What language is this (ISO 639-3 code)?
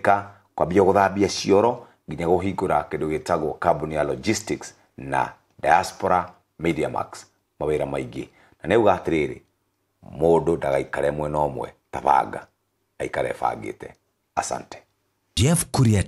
kik